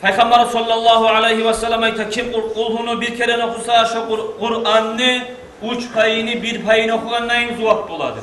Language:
Kumyk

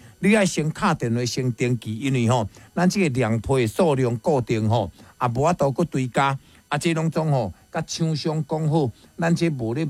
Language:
Min Nan Chinese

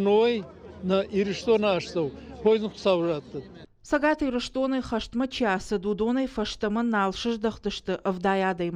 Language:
Ossetic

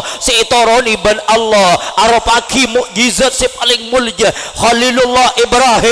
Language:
Madurese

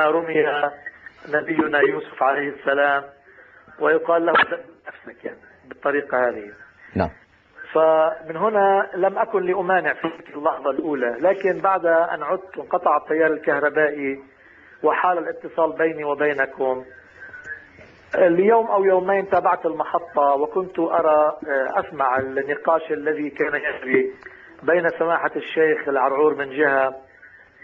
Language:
Arabic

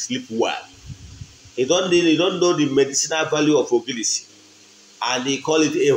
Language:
Igbo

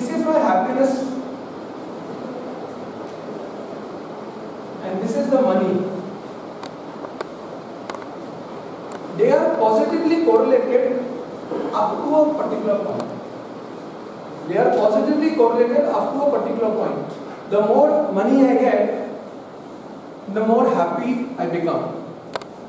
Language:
English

